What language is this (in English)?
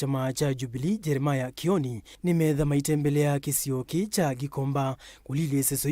Kamba